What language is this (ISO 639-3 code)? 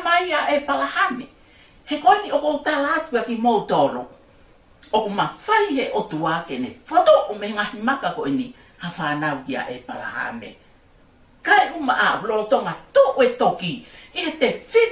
ton